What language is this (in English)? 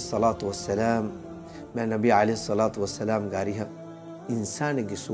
Divehi